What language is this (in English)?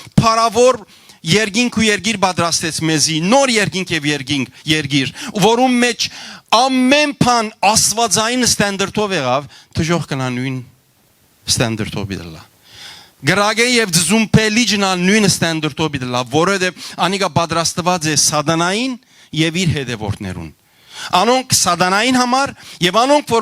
Western Armenian